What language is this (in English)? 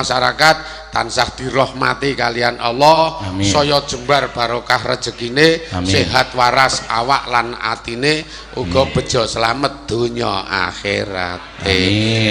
Javanese